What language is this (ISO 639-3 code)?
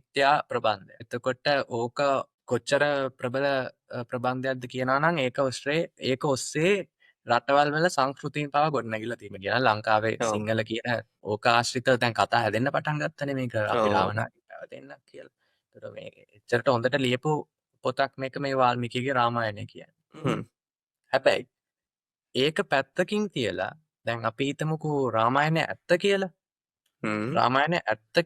sin